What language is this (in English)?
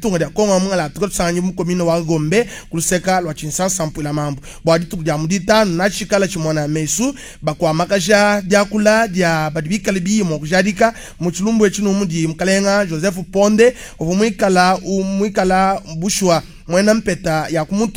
Luba-Lulua